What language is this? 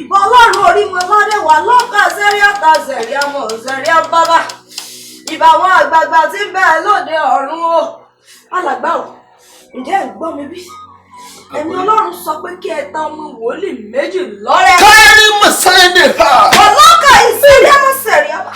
Yoruba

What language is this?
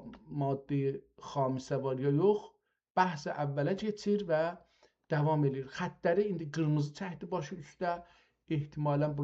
South Azerbaijani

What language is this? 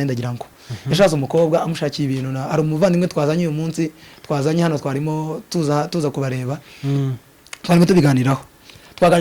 Kinyarwanda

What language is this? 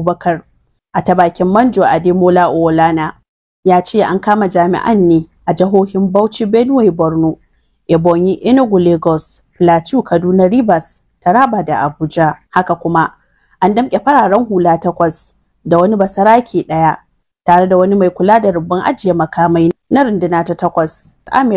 Hausa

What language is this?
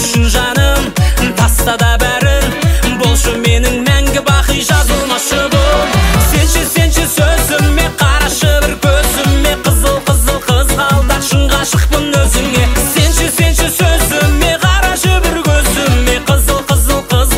Kazakh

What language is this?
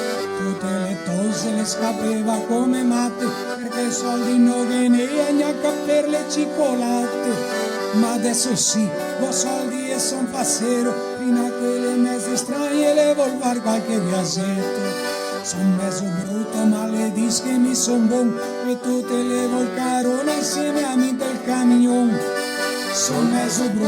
Venetian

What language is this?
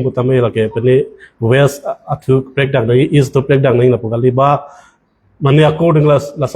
Karbi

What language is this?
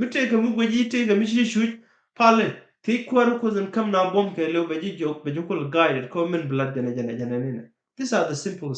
Nuer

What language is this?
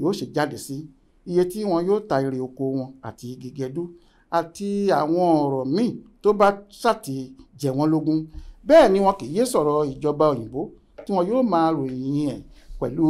Yoruba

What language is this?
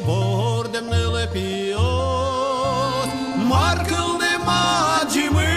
Udmurt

